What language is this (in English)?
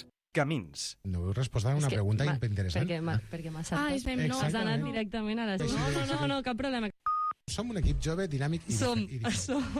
Catalan